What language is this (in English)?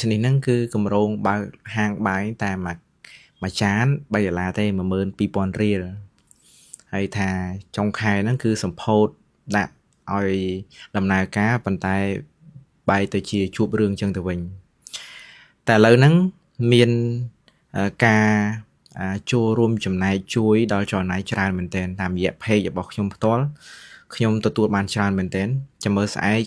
Khmer